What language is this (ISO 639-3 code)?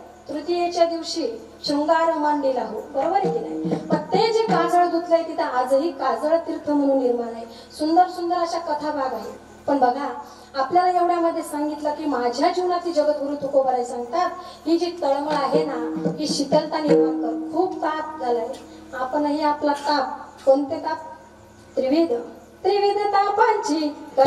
mar